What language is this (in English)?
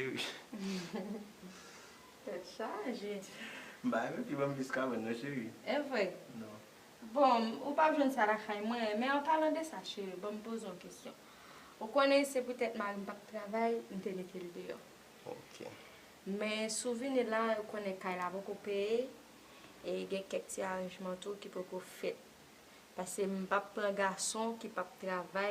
Haitian Creole